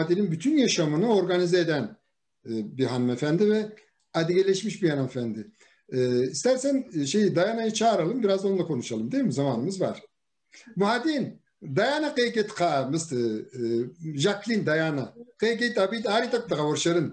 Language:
Kabardian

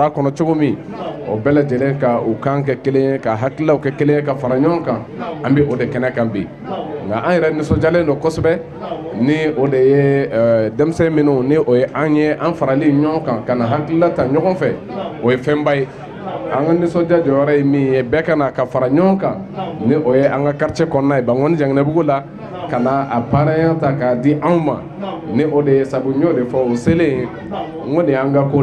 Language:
Bambara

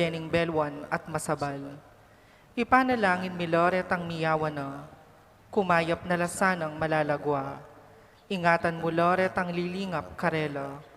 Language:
Pampanga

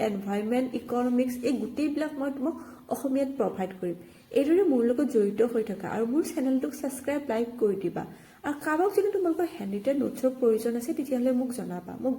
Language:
Assamese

